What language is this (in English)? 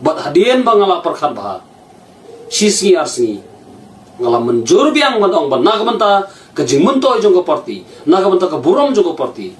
Khasi